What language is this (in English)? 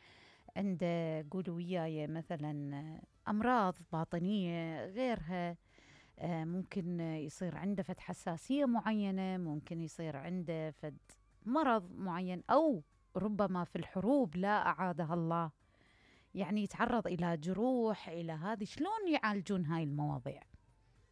Mesopotamian Arabic